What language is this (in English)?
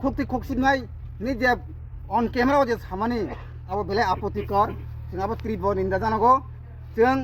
Kok Borok